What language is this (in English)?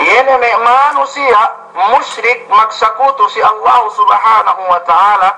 Yakan